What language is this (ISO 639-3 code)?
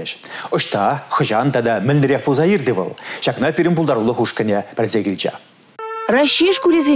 chv